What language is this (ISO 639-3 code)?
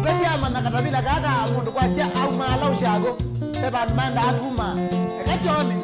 kam